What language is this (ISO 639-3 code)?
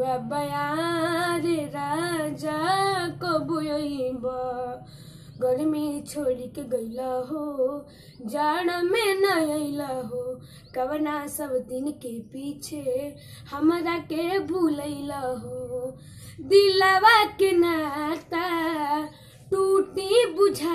bho